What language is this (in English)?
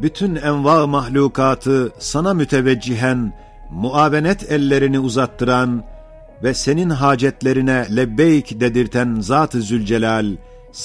Ottoman Turkish